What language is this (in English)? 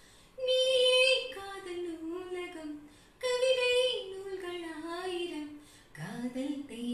Tamil